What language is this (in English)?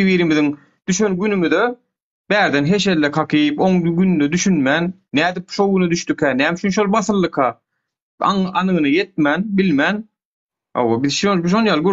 Turkmen